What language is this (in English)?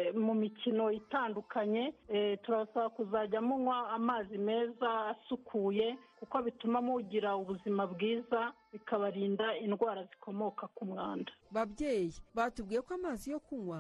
Kinyarwanda